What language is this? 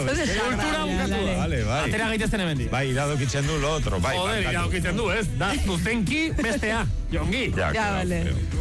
Basque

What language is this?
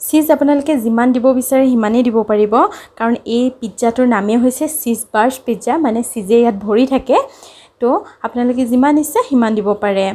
Assamese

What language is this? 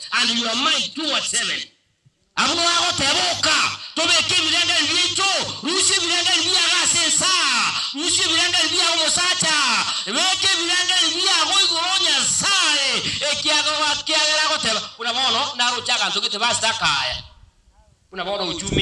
Gusii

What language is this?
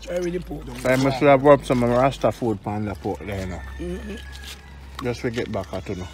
Jamaican Creole English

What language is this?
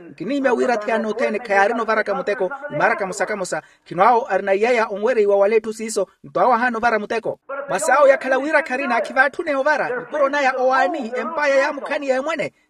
Makhuwa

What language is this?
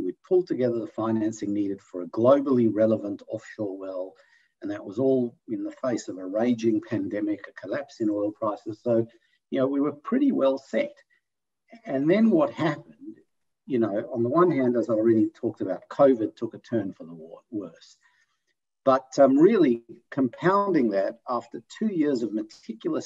English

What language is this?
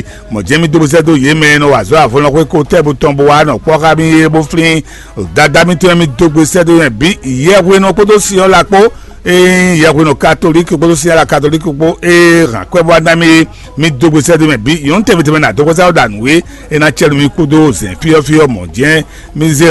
Fon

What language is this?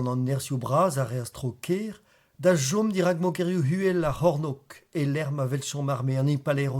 Breton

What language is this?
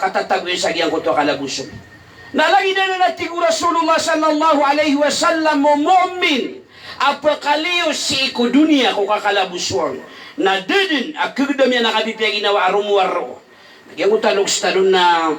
Maranao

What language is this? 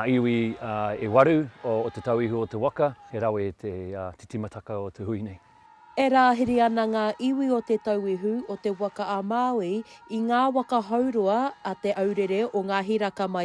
Māori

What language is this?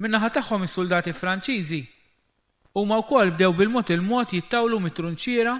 Maltese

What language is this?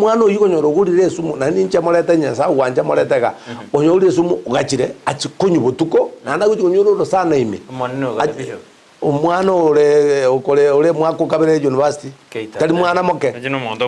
Gusii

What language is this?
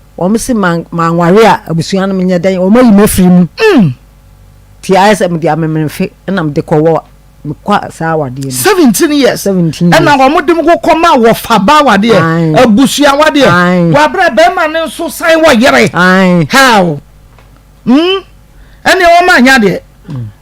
Akan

